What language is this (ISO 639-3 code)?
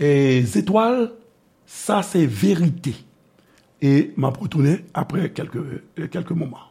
hat